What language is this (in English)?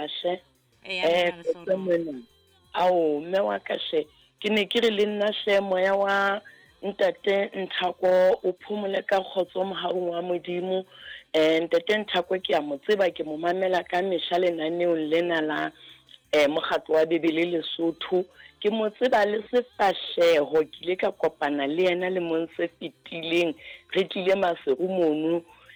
Southern Sotho